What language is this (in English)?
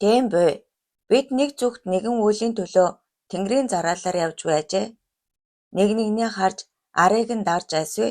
Mongolian